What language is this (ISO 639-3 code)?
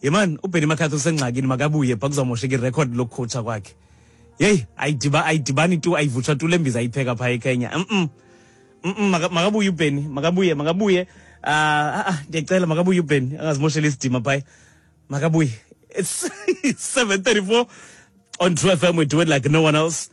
xho